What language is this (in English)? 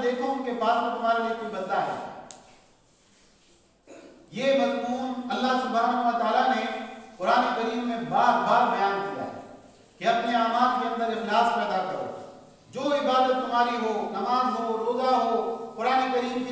Urdu